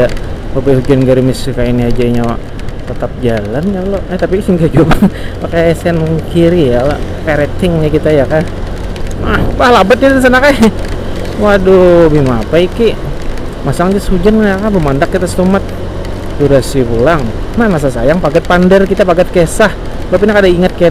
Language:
Banjar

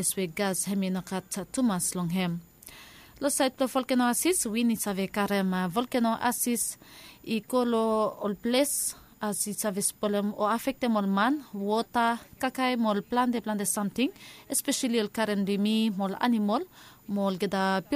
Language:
Bislama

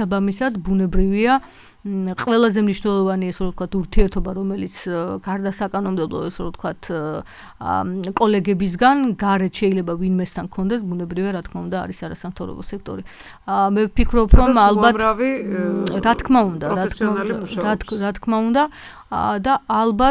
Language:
Georgian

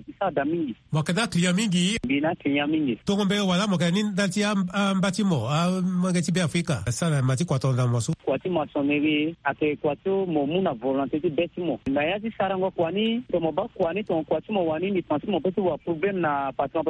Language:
Sango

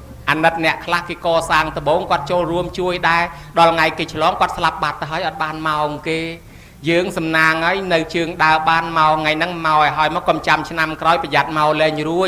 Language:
Khmer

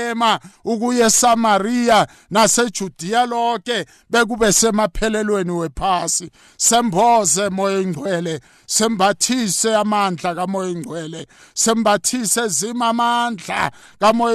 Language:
South Ndebele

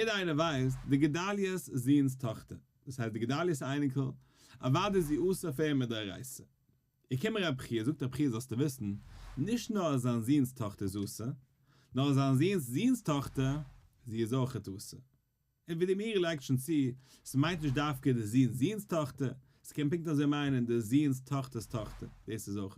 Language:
Yiddish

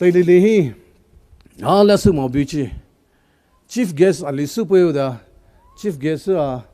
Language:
Poumei Naga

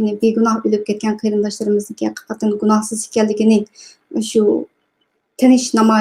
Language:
Uyghur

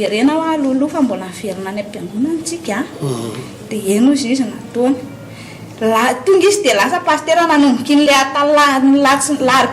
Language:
Malagasy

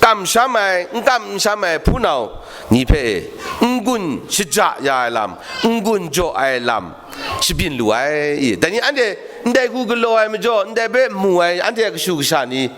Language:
Kachin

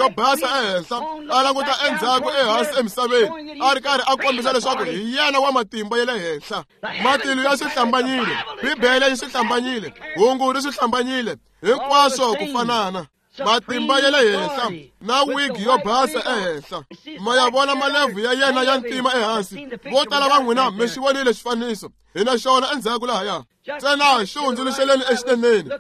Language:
Tsonga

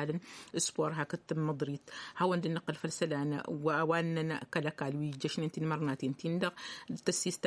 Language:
Tamasheq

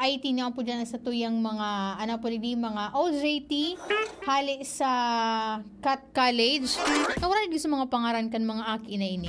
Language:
Bikol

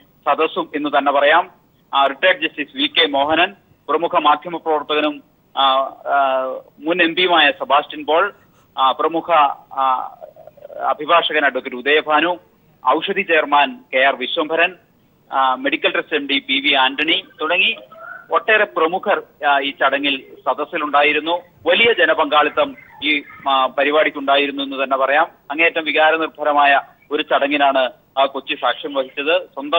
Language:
Malayalam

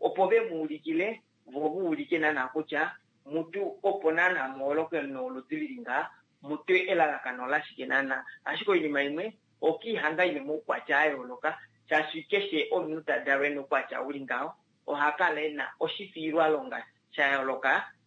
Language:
Kuanyama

